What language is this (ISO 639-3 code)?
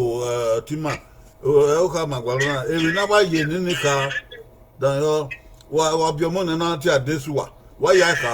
bin